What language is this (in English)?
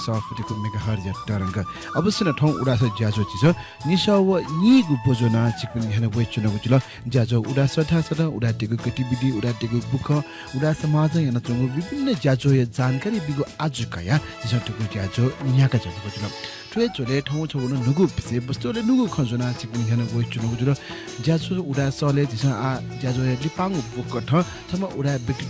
Newari